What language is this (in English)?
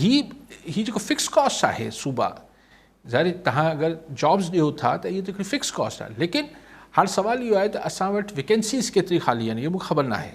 Sindhi